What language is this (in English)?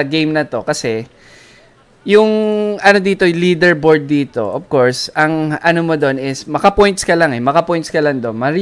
Filipino